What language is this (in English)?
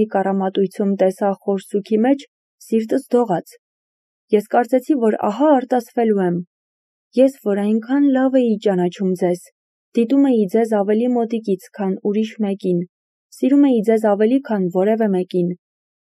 Armenian